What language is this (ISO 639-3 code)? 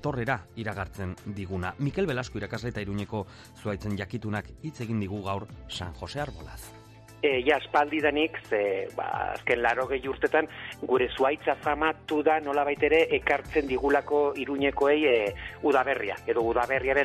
eus